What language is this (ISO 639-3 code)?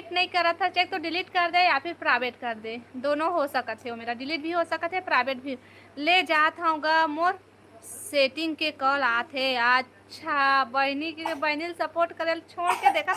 hne